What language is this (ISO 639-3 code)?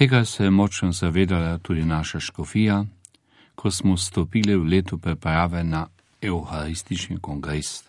slv